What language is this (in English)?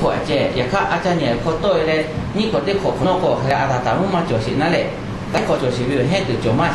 Lahu